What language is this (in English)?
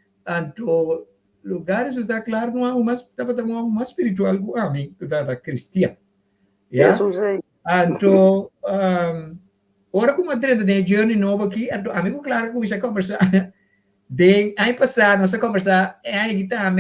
Papiamento